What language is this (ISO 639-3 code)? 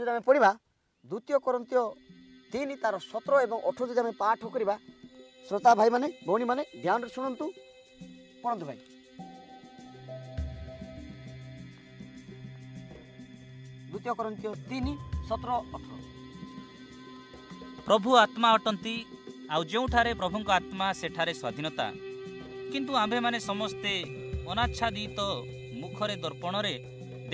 ori